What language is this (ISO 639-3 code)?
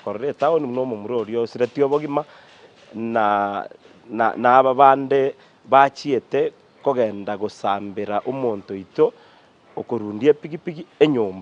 guz